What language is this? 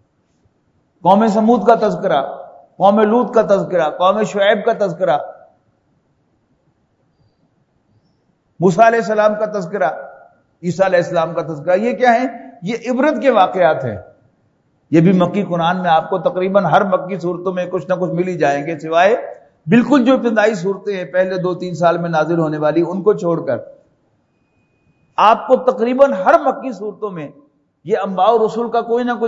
Urdu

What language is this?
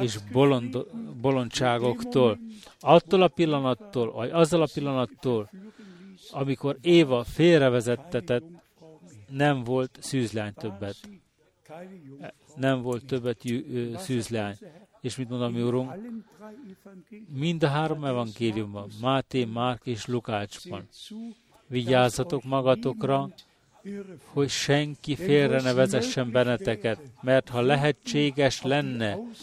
Hungarian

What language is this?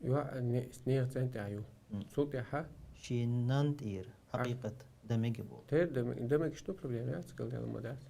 Chechen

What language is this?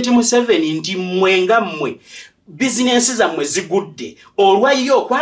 Ganda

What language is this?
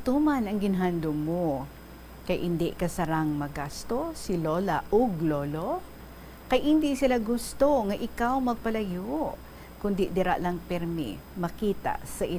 Hiligaynon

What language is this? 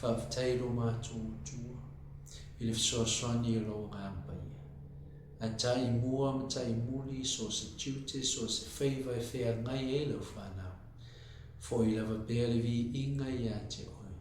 Samoan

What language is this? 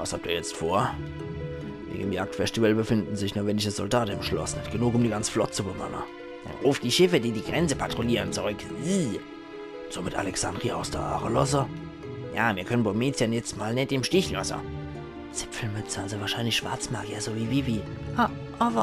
Palatine German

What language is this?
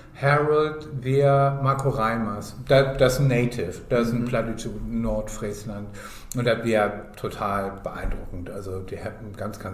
Low German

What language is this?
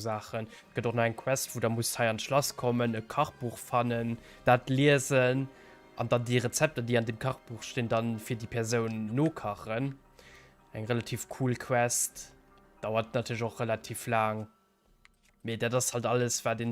Luxembourgish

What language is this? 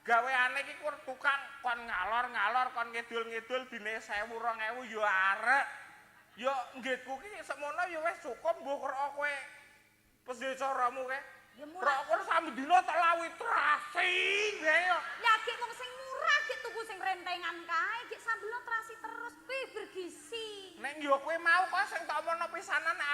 Javanese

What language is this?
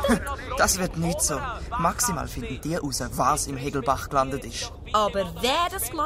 Swiss German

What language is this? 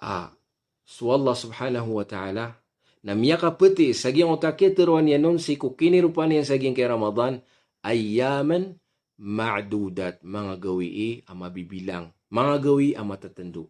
Maranao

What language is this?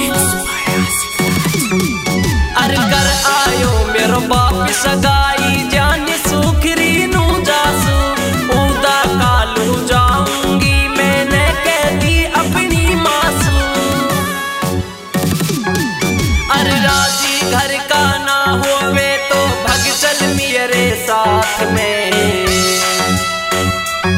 Haryanvi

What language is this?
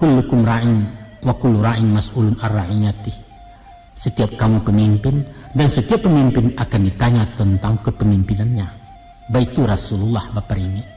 Minangkabau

